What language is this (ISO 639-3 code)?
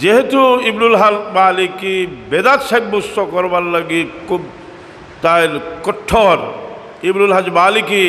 syl